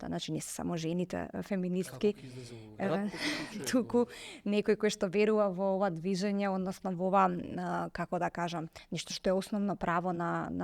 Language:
Macedonian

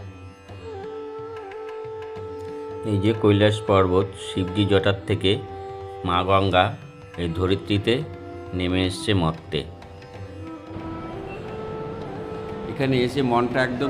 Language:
Bangla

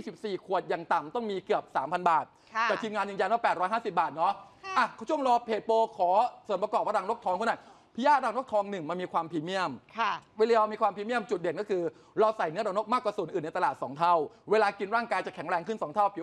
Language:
Thai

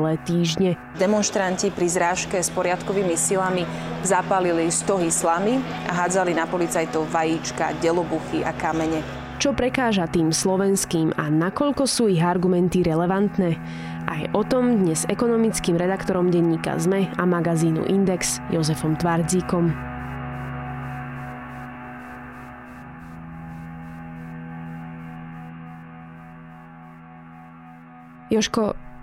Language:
Slovak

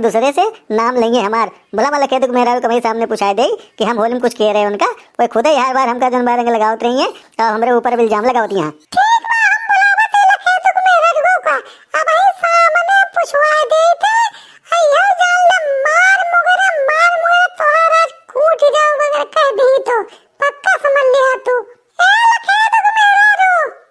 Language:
Awadhi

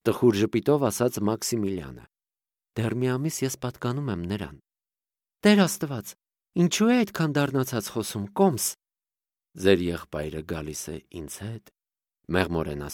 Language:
Armenian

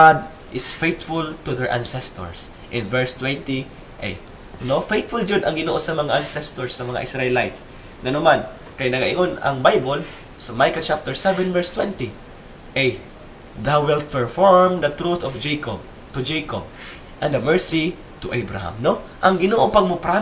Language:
Cebuano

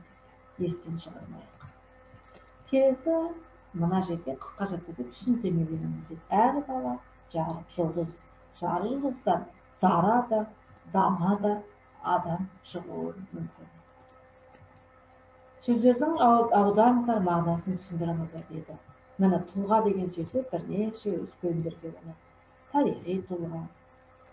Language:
Kazakh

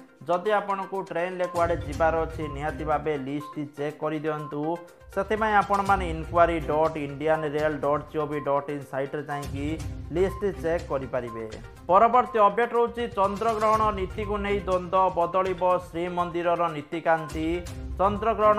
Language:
Odia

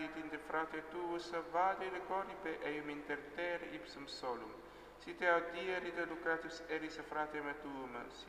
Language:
Latin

